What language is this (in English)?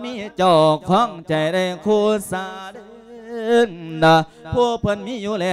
Lao